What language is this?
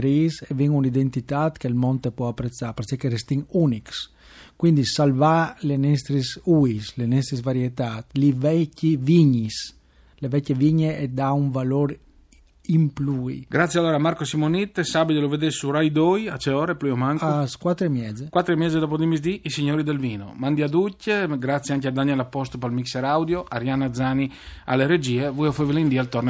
Friulian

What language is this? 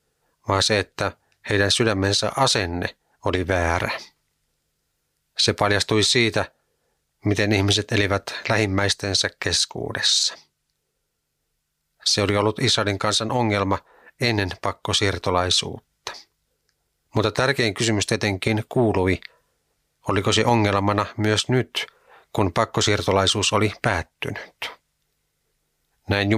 Finnish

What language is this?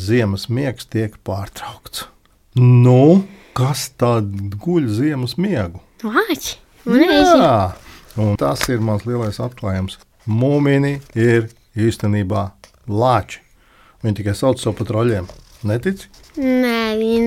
Latvian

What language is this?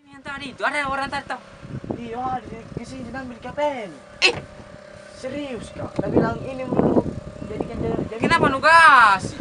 Makassar Malay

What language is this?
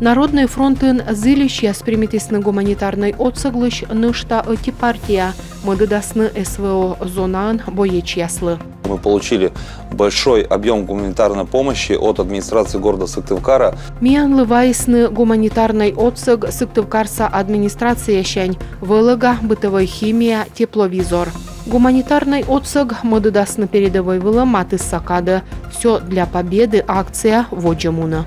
Komi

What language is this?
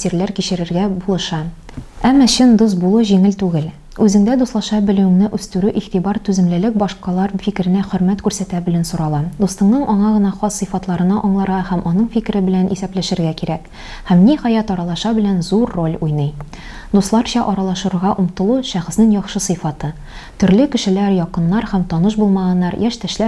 Tatar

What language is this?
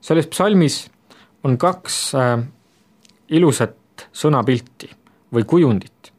Estonian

